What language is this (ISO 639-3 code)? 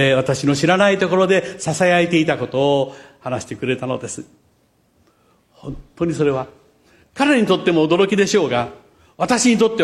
jpn